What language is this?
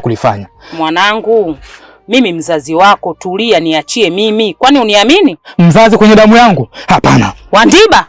Swahili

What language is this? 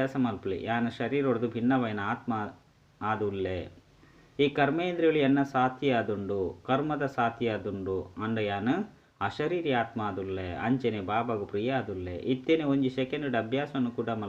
Tulu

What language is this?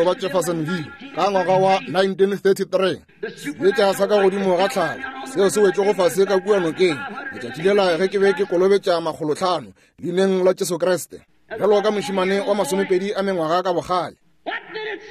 Northern Sotho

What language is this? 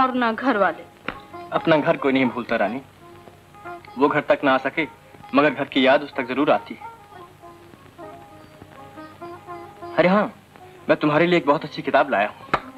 Hindi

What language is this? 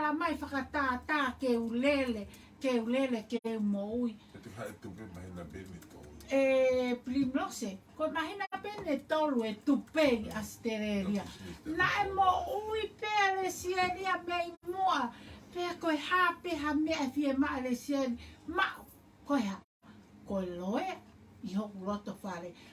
Tongan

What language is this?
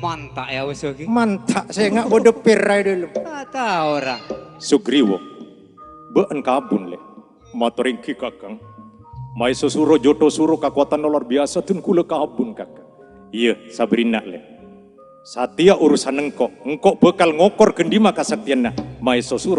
Madurese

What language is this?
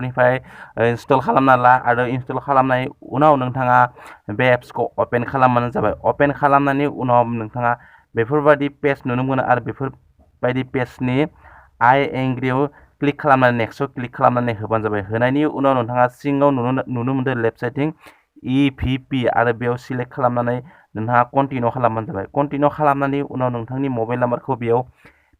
Bodo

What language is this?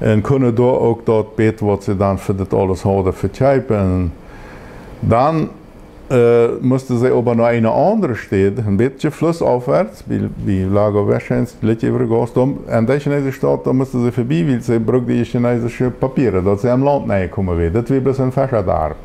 Plautdietsch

